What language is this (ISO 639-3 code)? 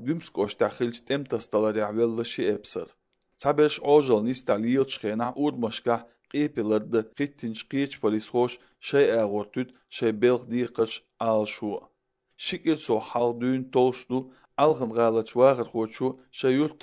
che